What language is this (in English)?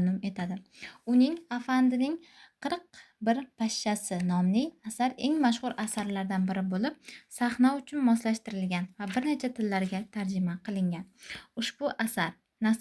Uzbek